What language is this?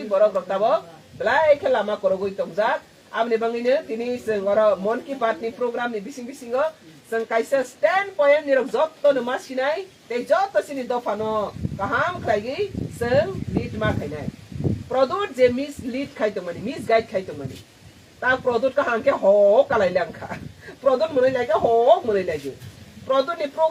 Kok Borok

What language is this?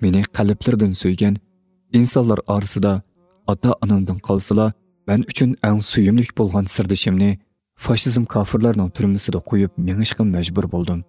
Uyghur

